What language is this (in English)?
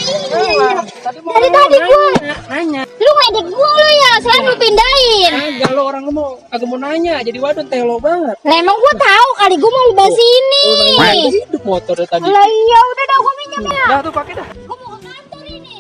Betawi